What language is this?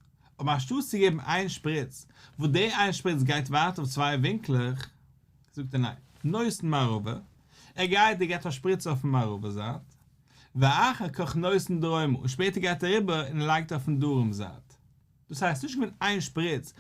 Yiddish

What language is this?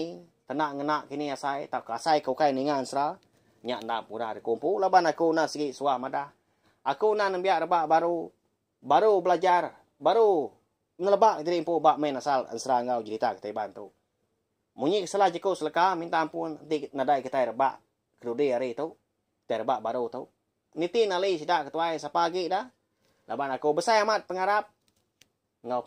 Iban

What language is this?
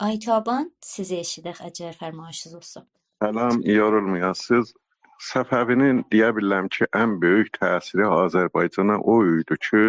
South Azerbaijani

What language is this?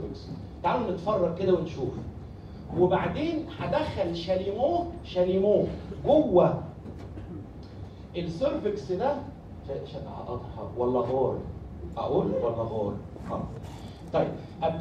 Egyptian Arabic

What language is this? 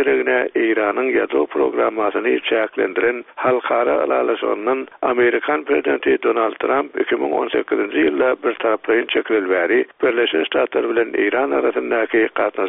Turkmen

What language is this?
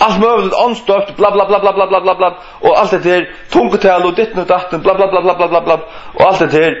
Faroese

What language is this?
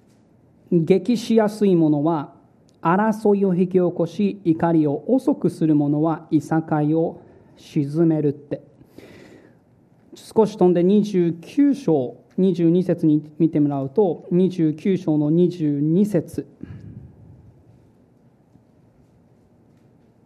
Japanese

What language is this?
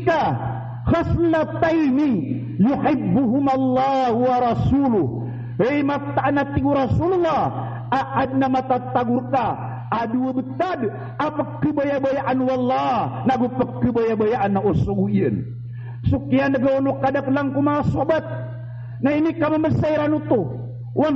Maranao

